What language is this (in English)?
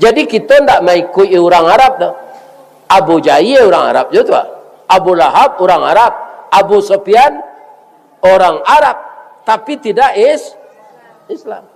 Minangkabau